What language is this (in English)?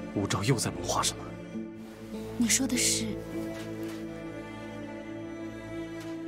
Chinese